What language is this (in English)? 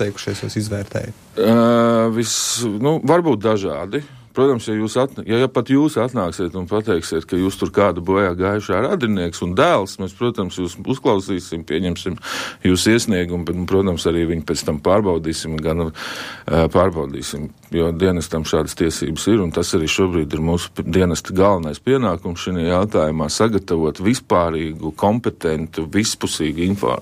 Latvian